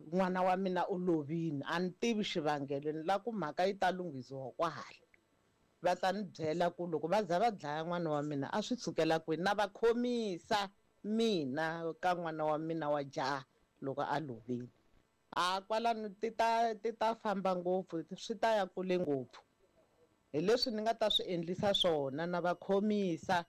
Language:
Tsonga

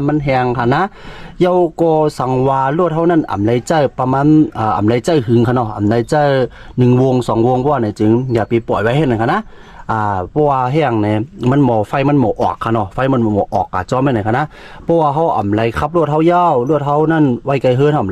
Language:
Shan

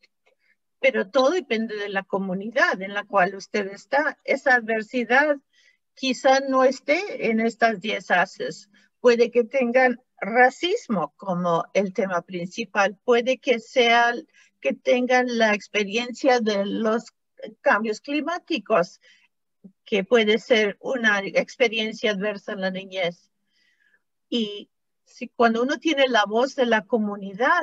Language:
Spanish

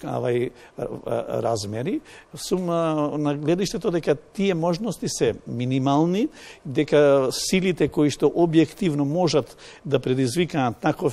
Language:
Macedonian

